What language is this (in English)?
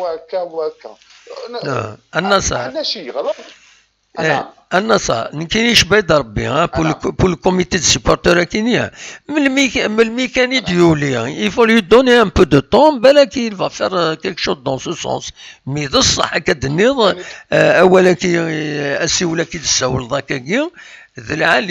Kabyle